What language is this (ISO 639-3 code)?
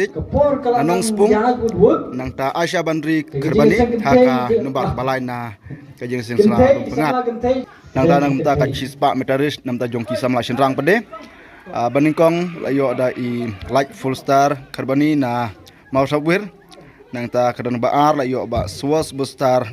kha